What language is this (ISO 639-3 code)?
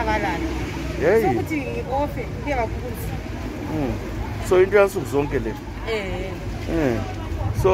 nde